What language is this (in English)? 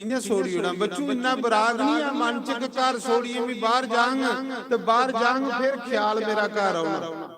Dogri